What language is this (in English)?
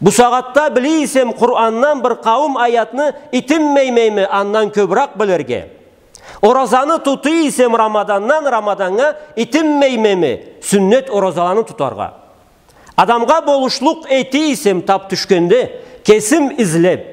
Karachay-Balkar